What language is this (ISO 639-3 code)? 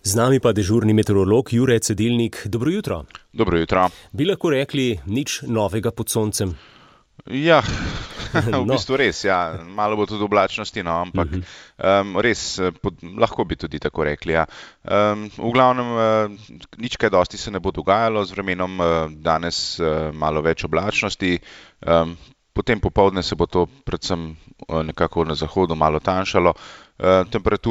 slv